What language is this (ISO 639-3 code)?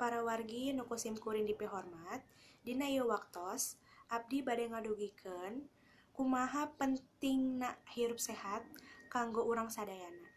sun